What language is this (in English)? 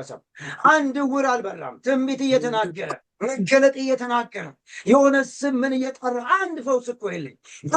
Amharic